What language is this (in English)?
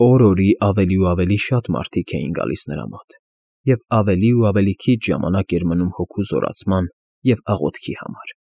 Armenian